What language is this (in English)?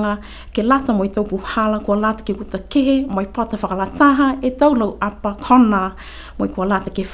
Niuean